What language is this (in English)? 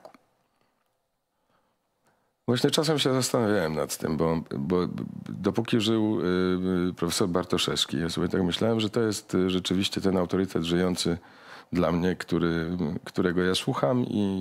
Polish